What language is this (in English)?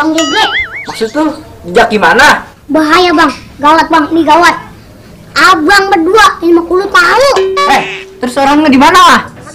Betawi